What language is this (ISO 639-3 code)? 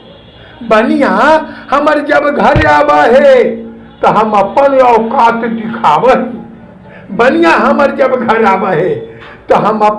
mag